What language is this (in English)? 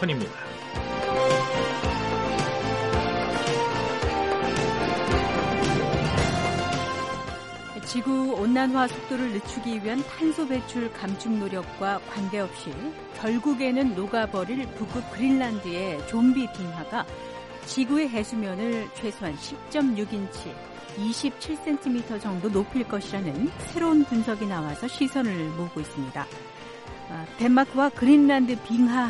Korean